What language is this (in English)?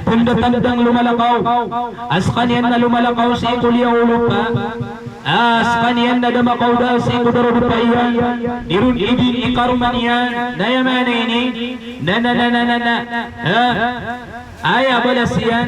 Maranao